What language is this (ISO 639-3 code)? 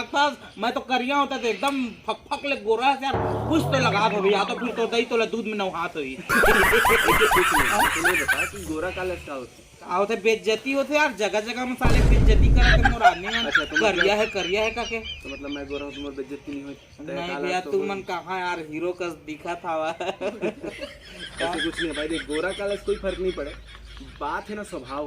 hne